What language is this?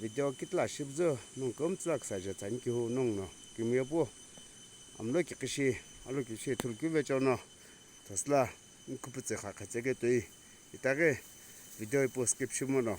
Sumi Naga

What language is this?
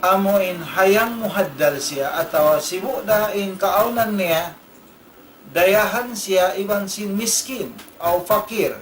Tausug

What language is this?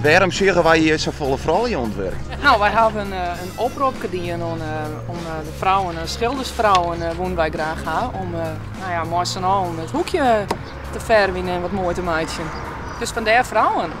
Western Frisian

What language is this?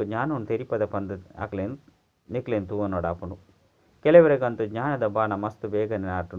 Tulu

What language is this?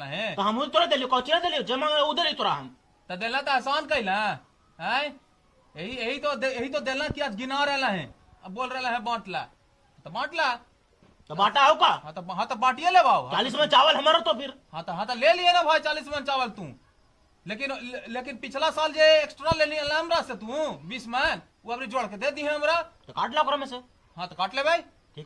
Magahi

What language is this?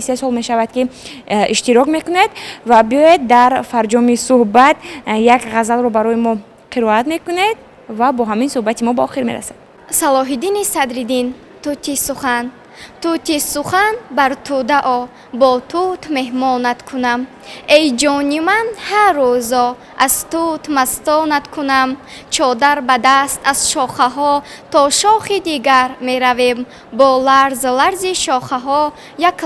Tajik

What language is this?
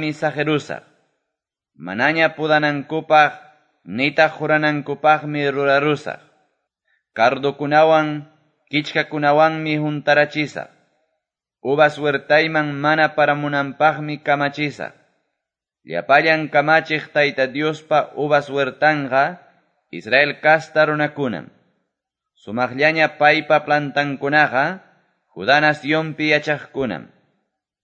Quechua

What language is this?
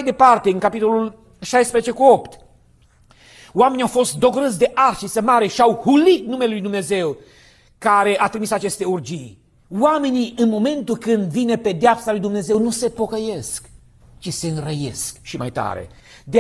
Romanian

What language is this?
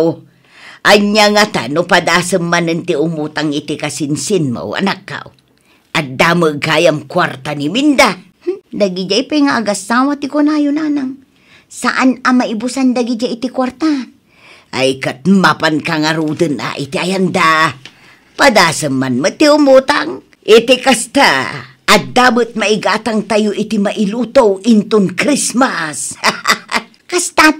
Iloko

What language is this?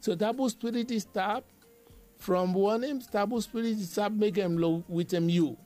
Bislama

